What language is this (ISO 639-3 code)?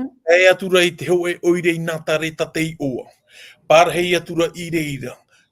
tah